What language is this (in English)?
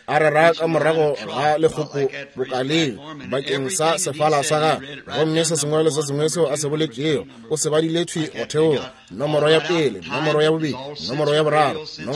Northern Sotho